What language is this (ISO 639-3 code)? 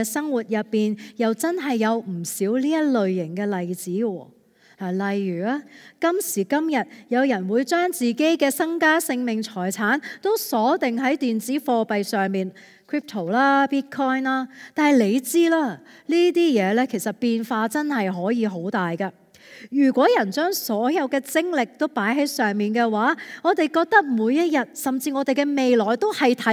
yue